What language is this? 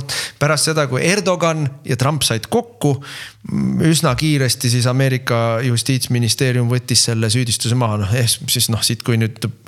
Estonian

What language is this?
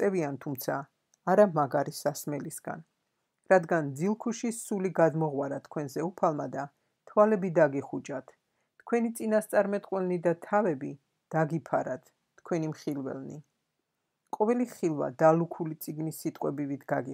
Georgian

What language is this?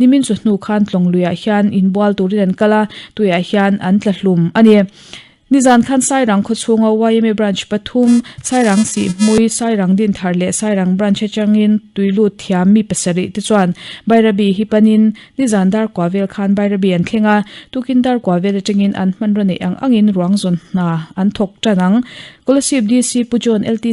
Mizo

